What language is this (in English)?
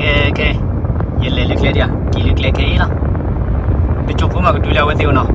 S'gaw Karen